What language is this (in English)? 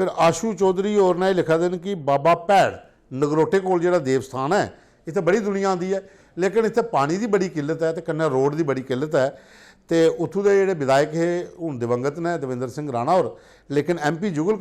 Dogri